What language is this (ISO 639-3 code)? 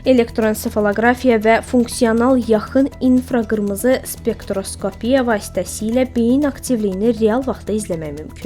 aze